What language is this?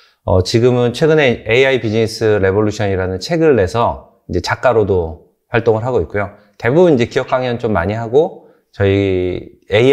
Korean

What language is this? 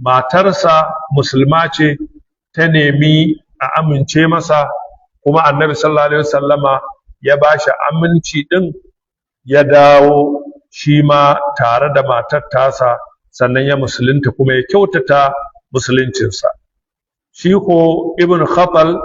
Hausa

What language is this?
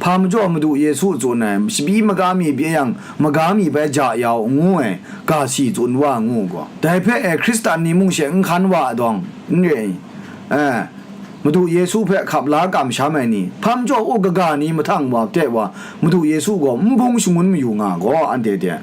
Kachin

